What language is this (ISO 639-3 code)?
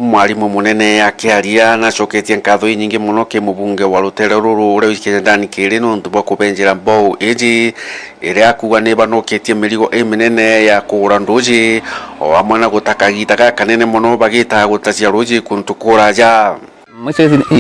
mer